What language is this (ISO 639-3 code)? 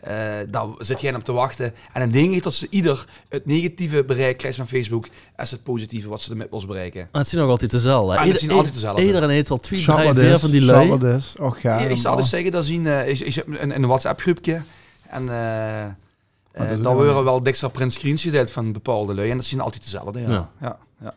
lim